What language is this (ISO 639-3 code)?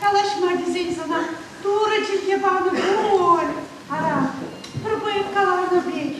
chv